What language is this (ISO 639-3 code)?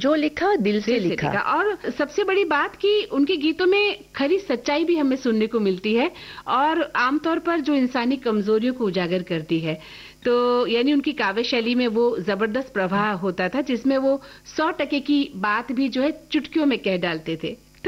hin